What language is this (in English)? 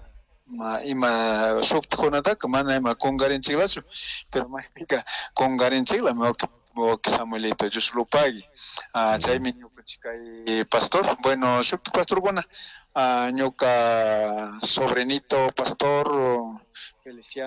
Chimborazo Highland Quichua